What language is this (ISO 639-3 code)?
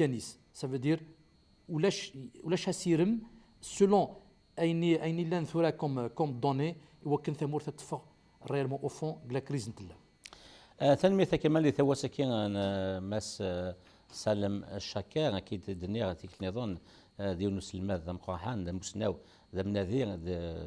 kab